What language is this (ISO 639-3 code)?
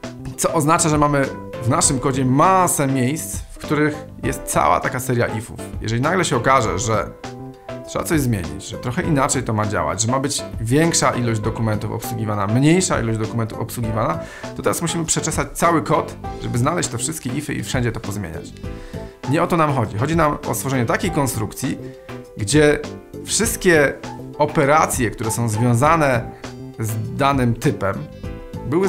pol